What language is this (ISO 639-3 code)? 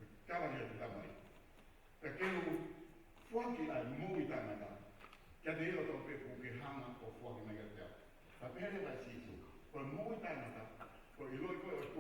ton